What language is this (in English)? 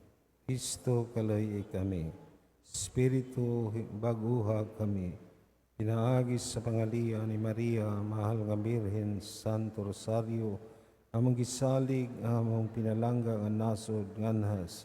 Cebuano